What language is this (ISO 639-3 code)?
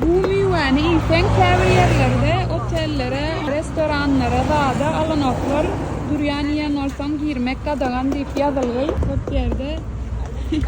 tuk